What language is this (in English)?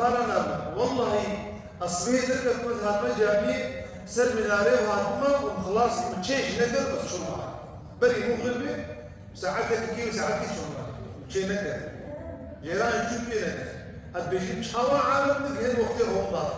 Kurdish